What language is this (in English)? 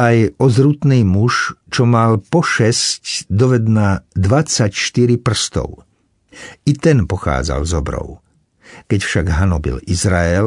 Slovak